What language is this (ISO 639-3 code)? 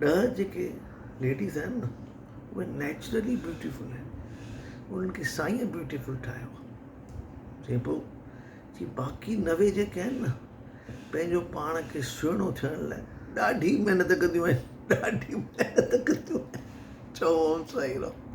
snd